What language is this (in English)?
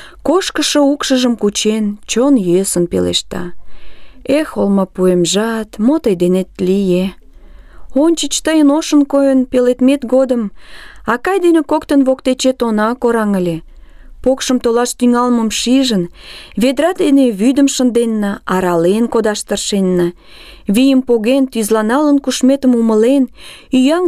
Mari